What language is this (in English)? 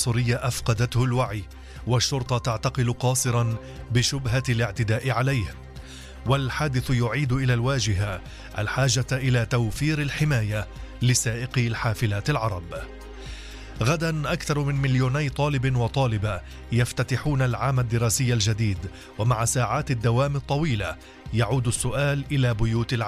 Arabic